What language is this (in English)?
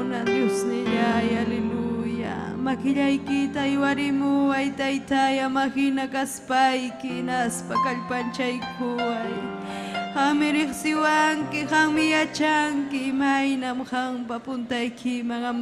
Ayacucho Quechua